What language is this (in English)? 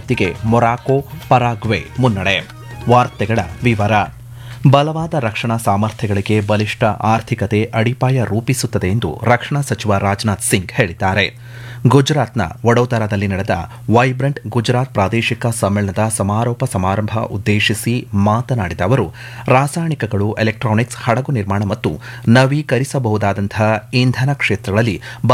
Kannada